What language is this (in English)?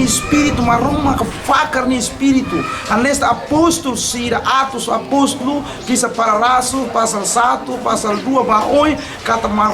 Tetum